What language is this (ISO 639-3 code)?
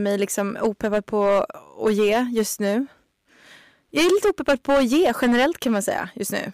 swe